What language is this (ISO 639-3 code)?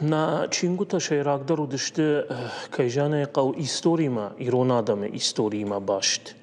oss